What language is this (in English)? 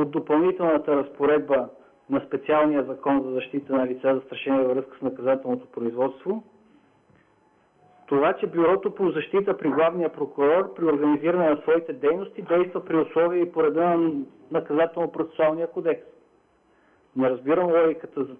Bulgarian